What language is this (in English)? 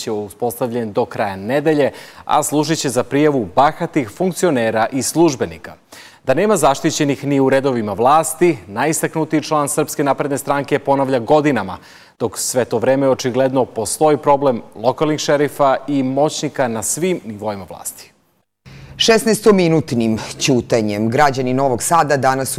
Serbian